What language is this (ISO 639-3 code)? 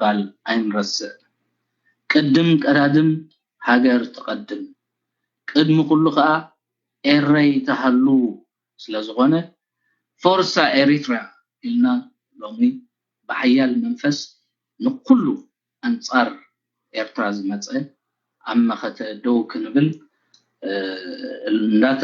tir